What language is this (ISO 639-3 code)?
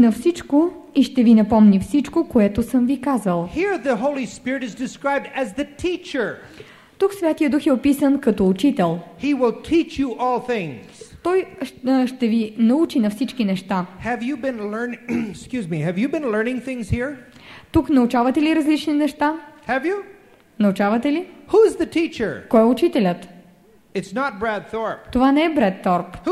bul